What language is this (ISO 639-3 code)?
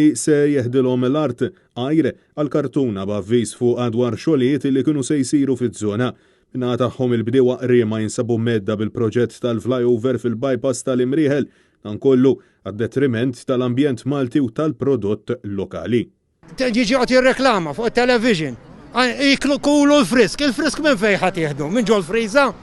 mlt